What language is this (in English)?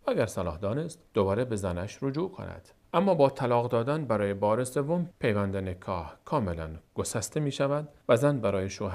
Persian